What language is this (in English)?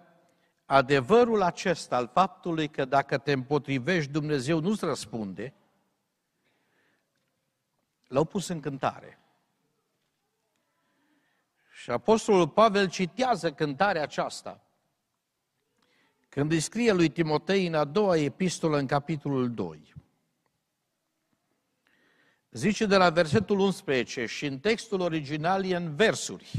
Romanian